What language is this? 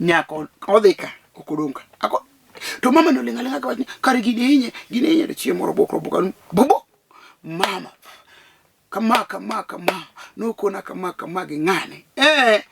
Luo (Kenya and Tanzania)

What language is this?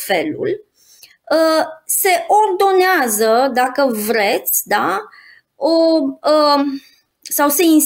Romanian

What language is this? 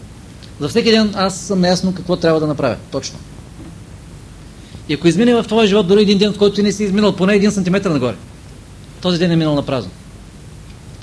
Bulgarian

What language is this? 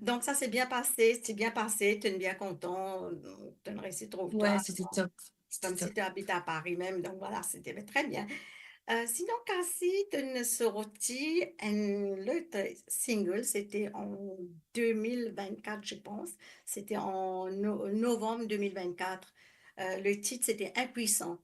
Morisyen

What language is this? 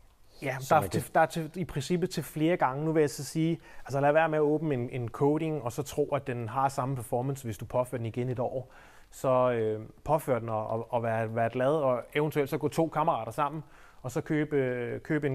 Danish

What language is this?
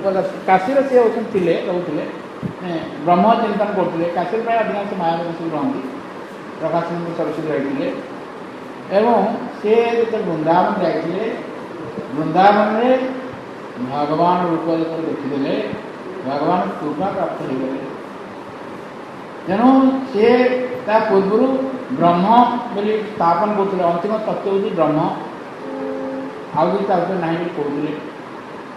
Odia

